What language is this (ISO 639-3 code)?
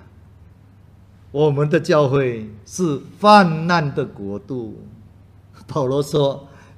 zho